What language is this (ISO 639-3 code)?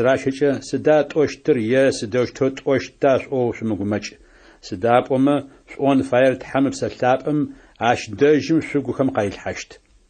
ady